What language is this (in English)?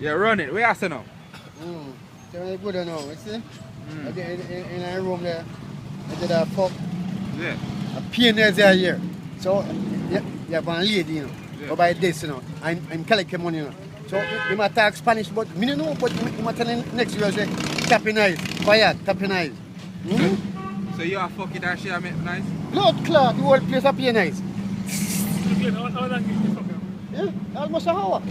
Jamaican Creole English